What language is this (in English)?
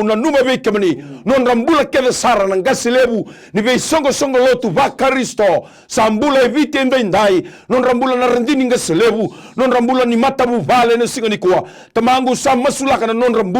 Fijian